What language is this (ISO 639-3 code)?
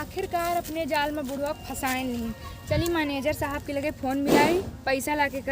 awa